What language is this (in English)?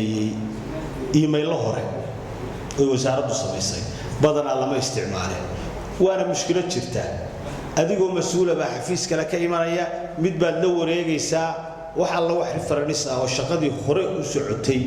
Somali